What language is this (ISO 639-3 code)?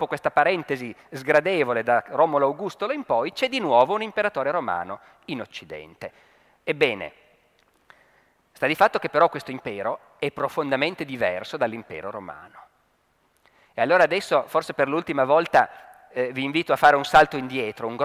ita